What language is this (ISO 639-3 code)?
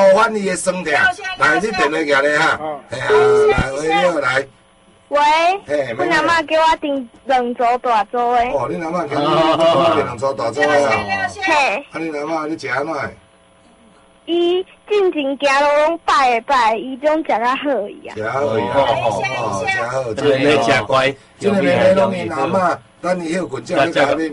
nan